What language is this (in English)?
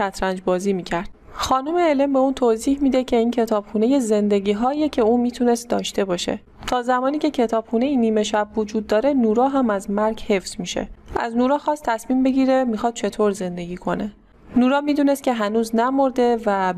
Persian